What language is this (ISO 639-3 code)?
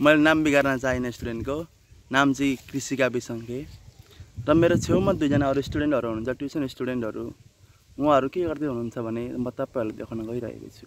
nep